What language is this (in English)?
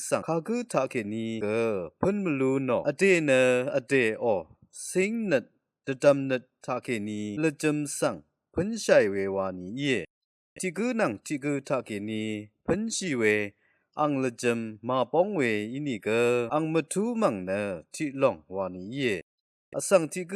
Rawang